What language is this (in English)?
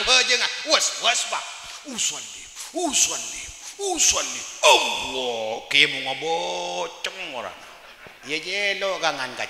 Madurese